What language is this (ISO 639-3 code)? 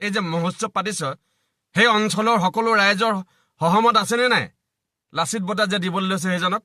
asm